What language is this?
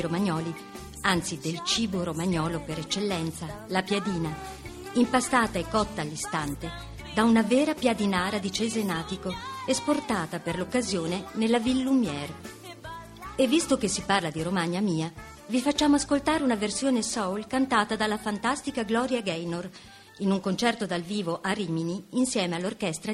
Italian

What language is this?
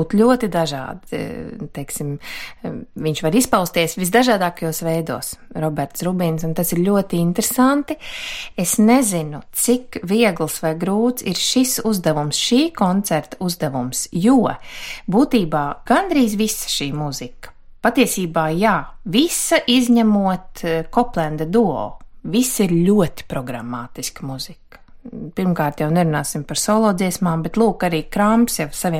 Latvian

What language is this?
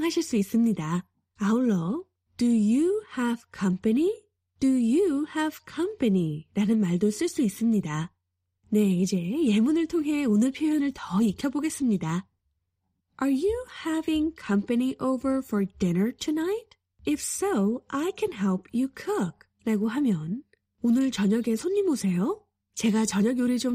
Korean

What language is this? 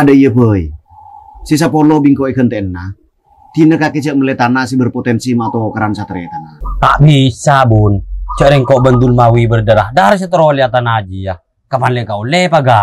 Madurese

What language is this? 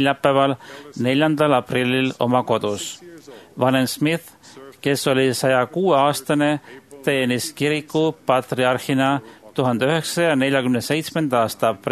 Estonian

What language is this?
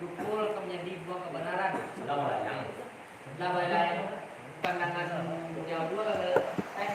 Minangkabau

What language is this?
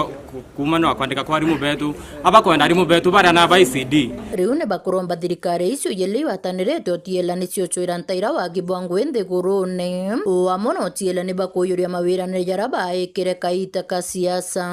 Meru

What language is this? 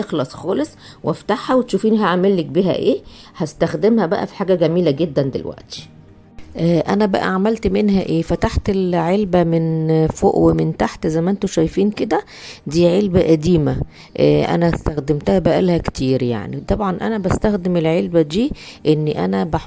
Egyptian Arabic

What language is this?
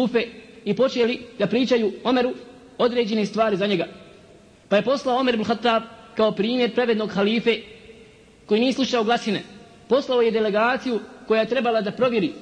Bosnian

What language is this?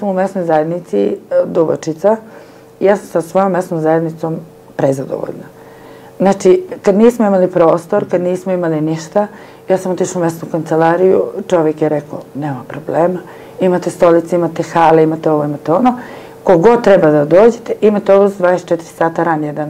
Serbian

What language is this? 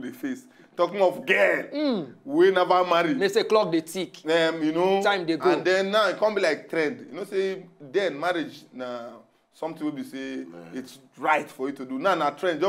Nigerian Pidgin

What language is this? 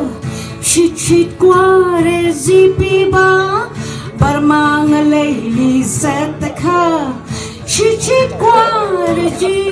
Tangkhul Naga (India)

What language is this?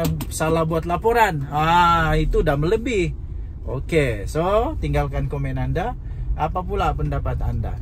Malay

